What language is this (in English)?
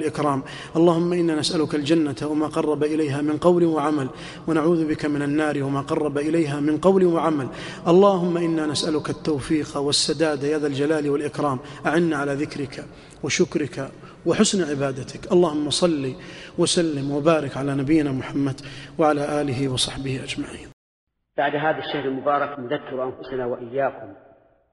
Arabic